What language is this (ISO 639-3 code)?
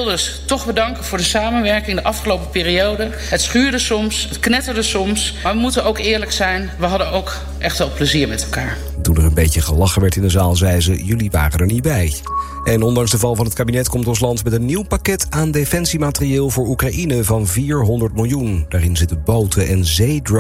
nld